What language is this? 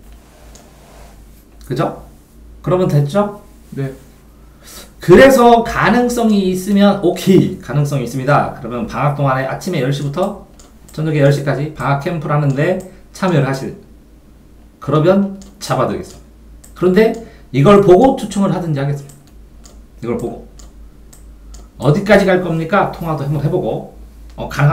Korean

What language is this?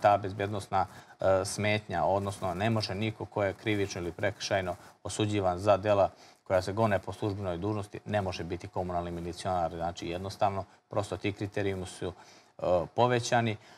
Serbian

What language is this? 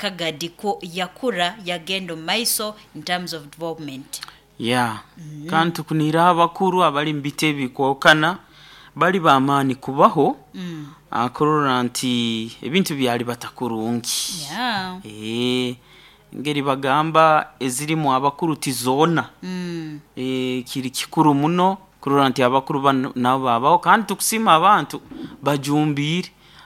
Nyoro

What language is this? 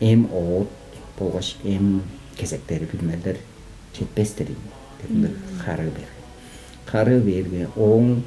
Tuvinian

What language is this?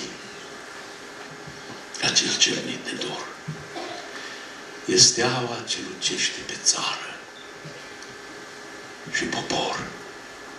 Romanian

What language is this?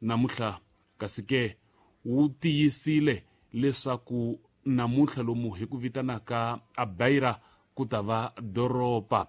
Tsonga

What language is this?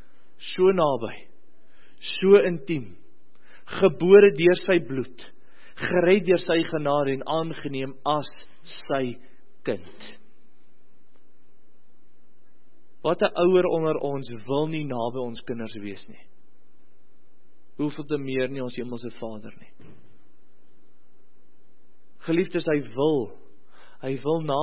Afrikaans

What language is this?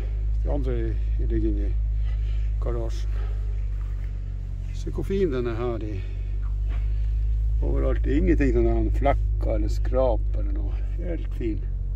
Norwegian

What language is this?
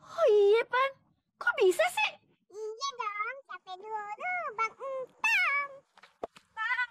Betawi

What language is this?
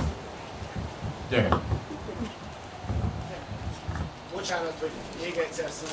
Hungarian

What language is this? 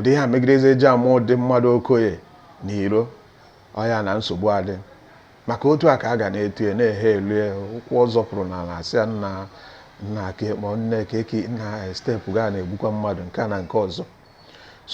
Igbo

